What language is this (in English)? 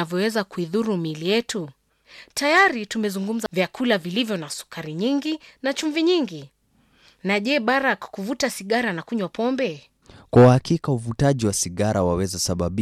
Swahili